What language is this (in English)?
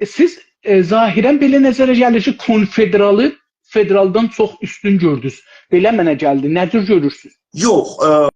South Azerbaijani